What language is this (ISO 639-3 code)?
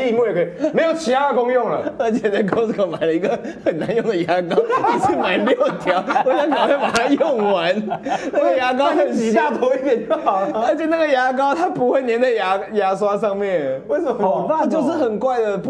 zho